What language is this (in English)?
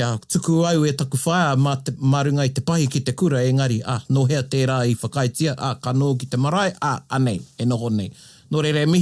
Māori